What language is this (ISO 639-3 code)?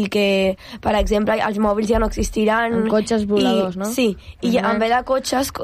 cat